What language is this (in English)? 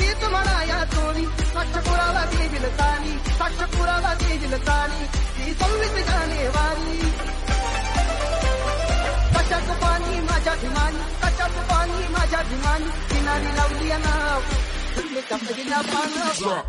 Marathi